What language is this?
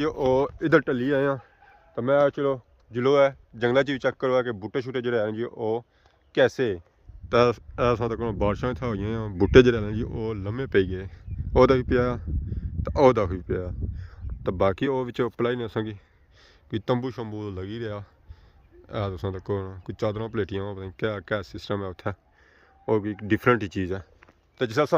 Pahari-Potwari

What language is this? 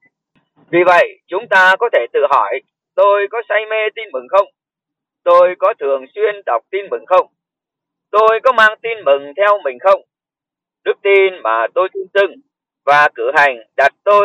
Vietnamese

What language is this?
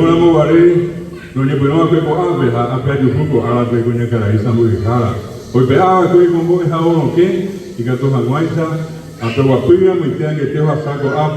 Guarani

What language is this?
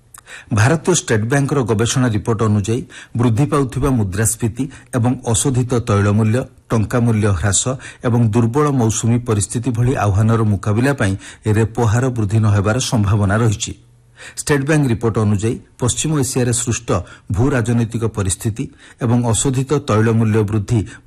Odia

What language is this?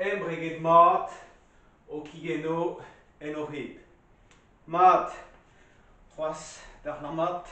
Breton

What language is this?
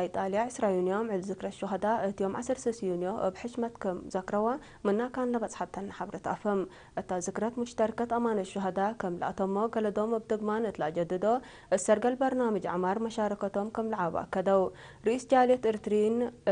Tigre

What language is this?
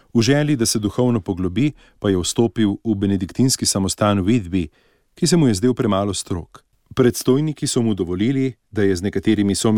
Slovenian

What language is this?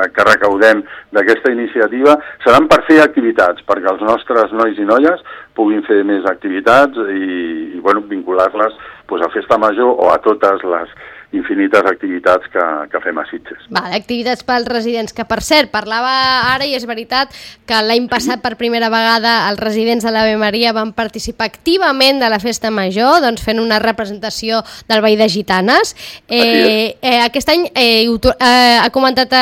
Catalan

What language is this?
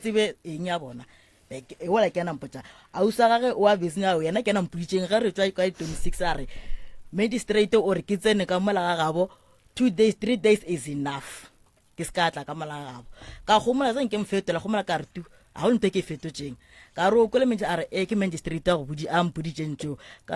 Northern Sotho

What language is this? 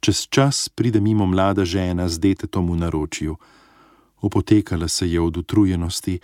Slovenian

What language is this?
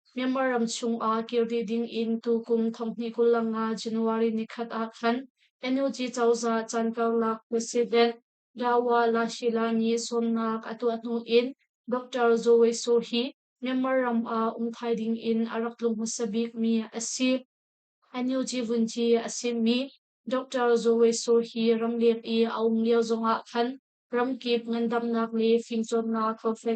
Hakha Chin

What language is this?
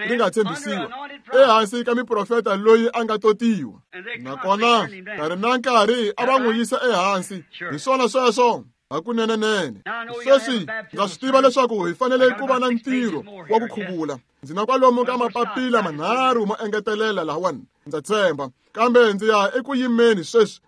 Tsonga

